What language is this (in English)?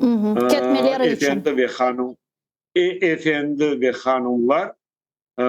Crimean Tatar